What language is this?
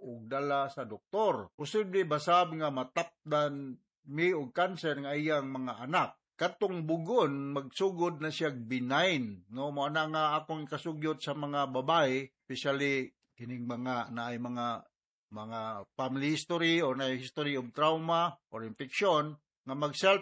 Cebuano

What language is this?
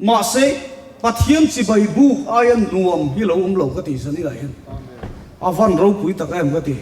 Mizo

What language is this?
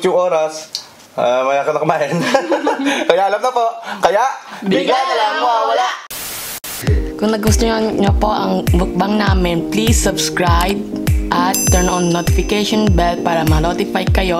Filipino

